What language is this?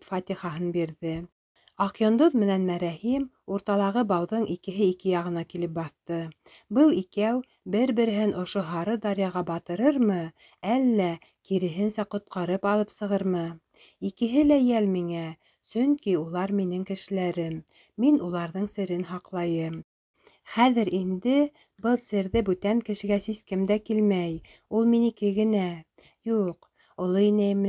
Bashkir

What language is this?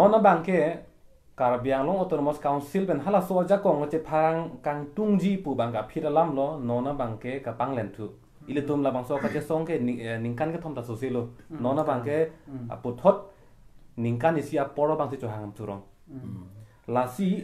Karbi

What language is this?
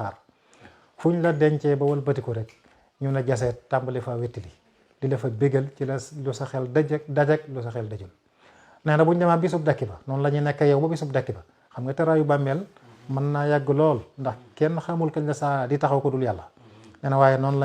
Wolof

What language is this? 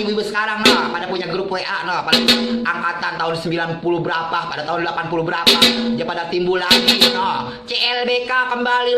Betawi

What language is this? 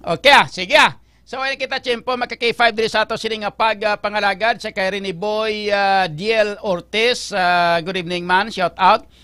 Hiligaynon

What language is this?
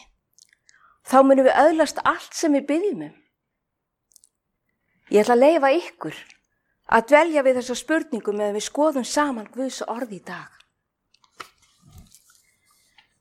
Icelandic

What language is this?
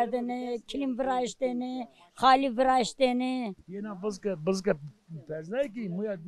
Zaza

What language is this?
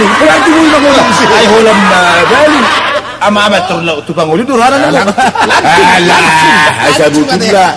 Batak Toba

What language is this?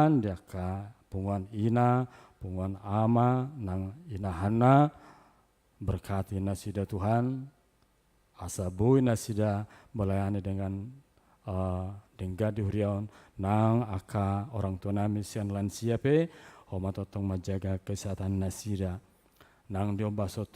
Batak Toba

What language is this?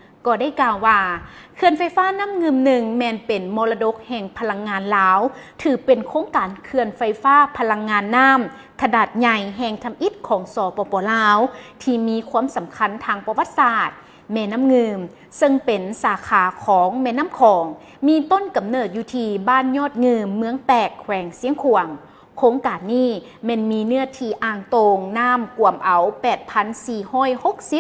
Lao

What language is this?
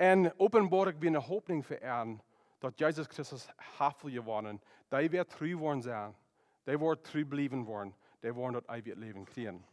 Plautdietsch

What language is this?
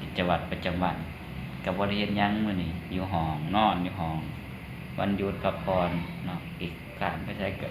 Lao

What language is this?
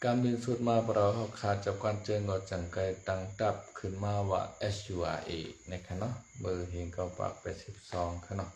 Shan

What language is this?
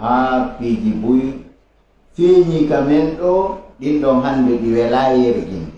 Fula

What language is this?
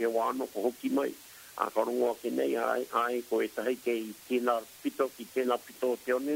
Māori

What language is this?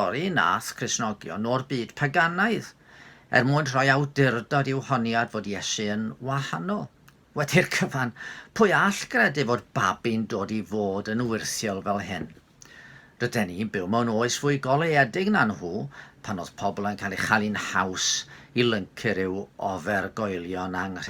Welsh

